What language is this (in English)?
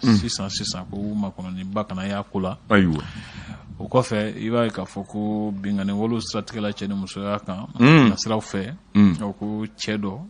Bambara